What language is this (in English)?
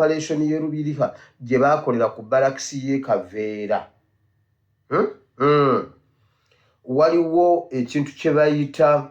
Ganda